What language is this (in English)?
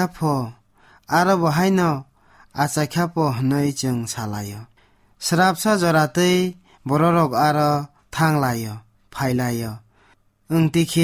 Kok Borok